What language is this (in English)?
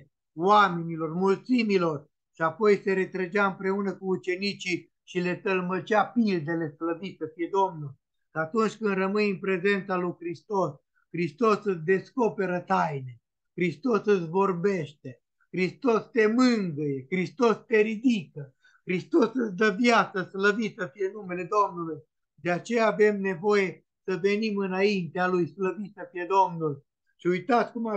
Romanian